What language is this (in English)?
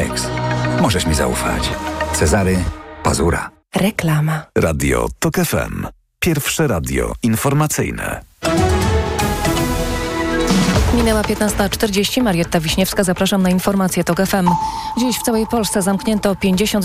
Polish